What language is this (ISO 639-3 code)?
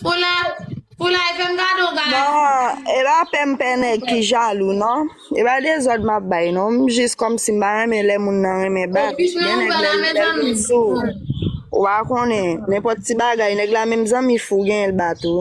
hat